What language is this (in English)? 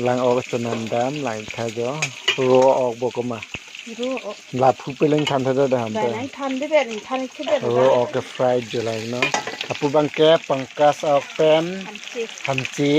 Karbi